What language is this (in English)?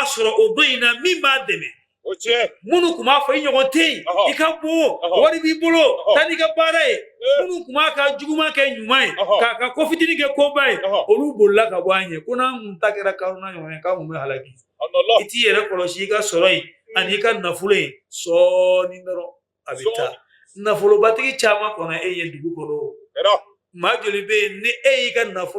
Bambara